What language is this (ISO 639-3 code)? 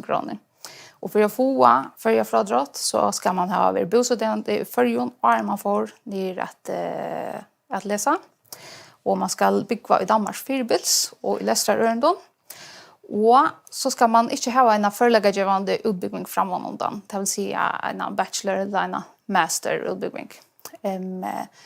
fao